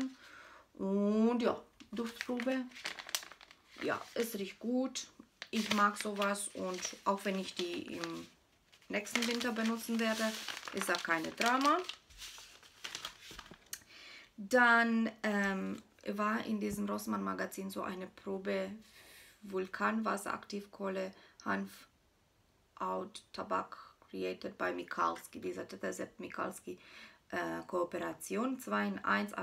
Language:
German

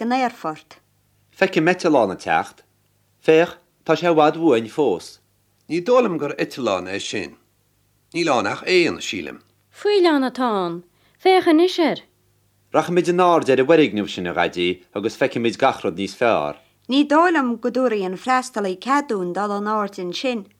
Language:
Irish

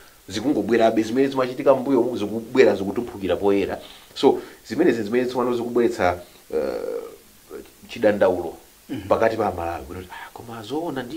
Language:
Nyanja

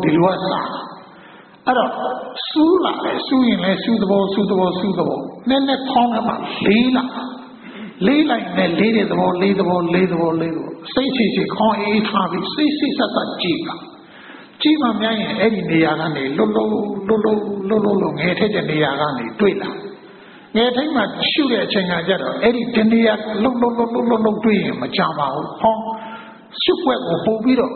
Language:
Burmese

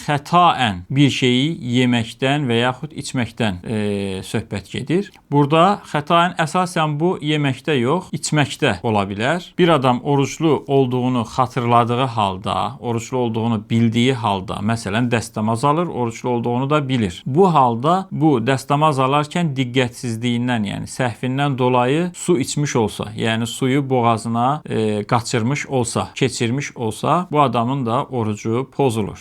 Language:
Azerbaijani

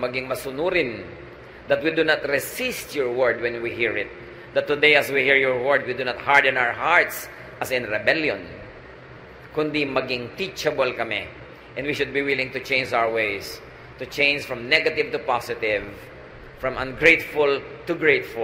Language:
Filipino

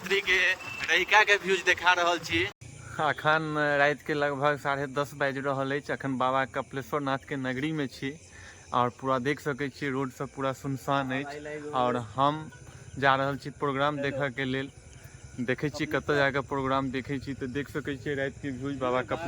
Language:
Maithili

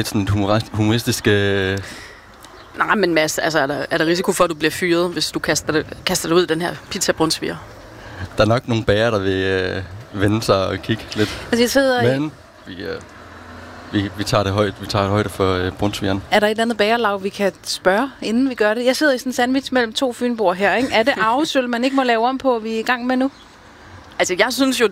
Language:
Danish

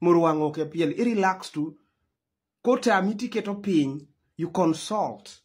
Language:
Luo (Kenya and Tanzania)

